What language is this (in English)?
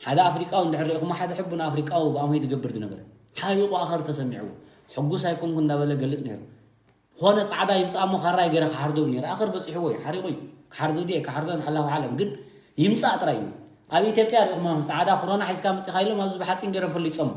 Tigrinya